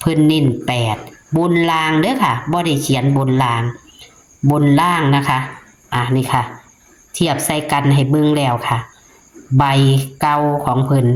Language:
Northeastern Thai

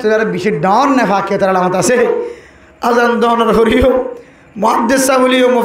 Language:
Rohingya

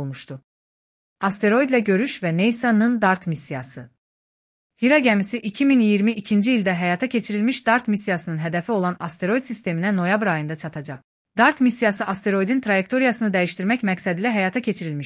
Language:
Azerbaijani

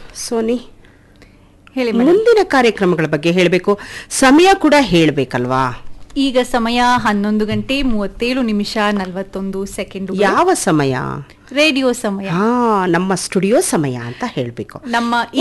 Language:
Kannada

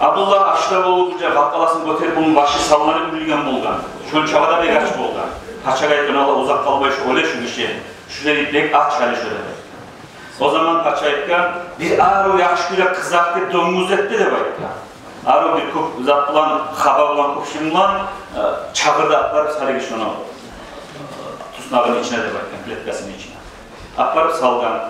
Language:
Kumyk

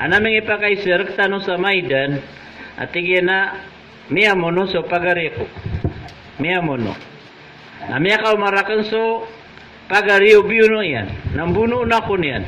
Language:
Maranao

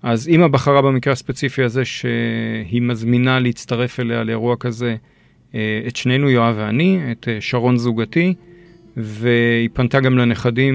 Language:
Hebrew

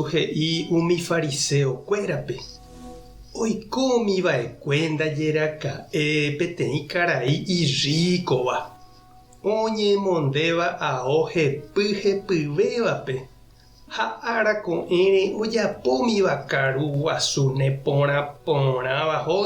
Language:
Guarani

